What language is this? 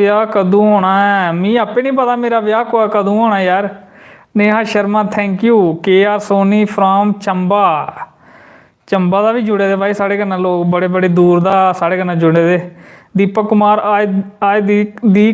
Dogri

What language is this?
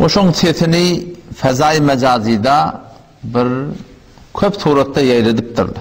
Turkmen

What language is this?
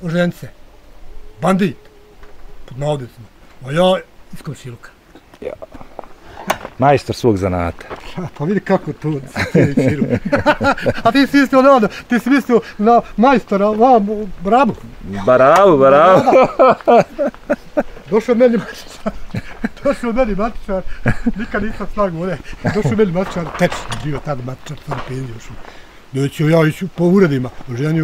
Bosnian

